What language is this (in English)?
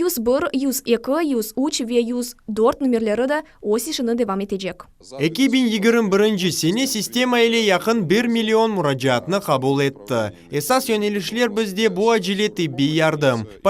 Crimean Tatar